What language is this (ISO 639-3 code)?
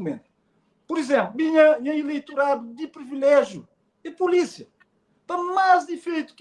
kea